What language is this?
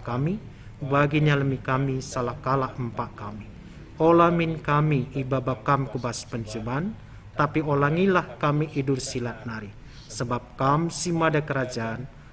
Batak Karo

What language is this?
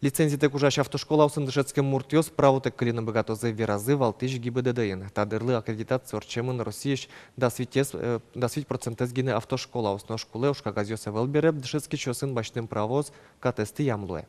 Udmurt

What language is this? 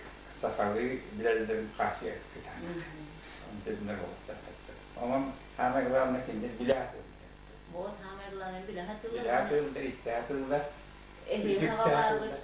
Yakut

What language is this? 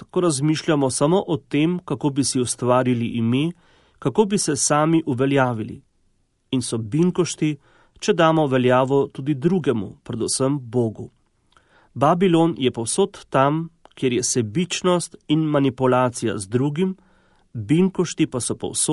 Slovenian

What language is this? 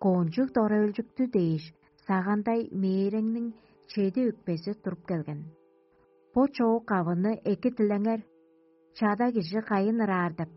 Tuvinian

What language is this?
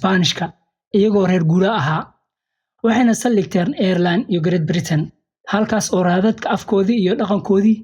Somali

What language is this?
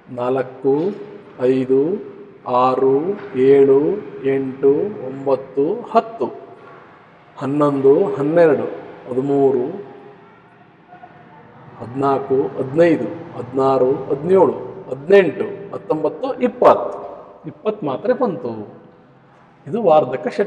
Kannada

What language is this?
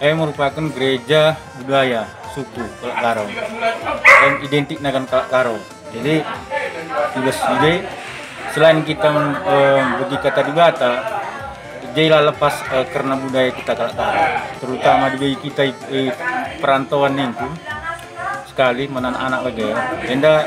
Batak Karo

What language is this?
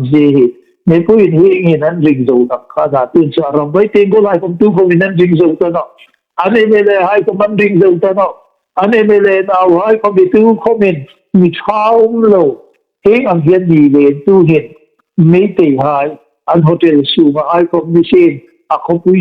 Hmar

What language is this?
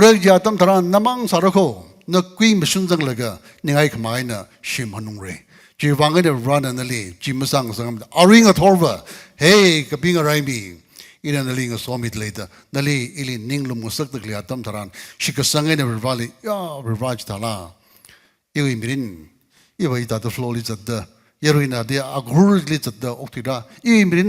Tangkhul Naga (India)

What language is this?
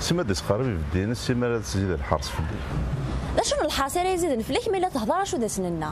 Kabyle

